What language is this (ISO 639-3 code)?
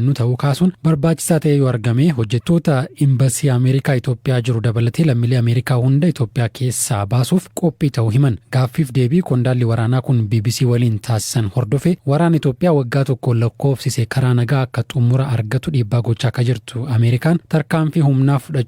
orm